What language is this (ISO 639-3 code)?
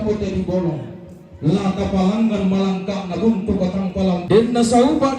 sda